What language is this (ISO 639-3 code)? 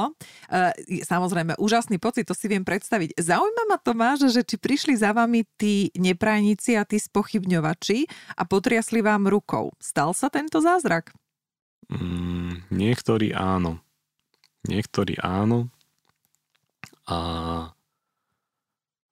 slk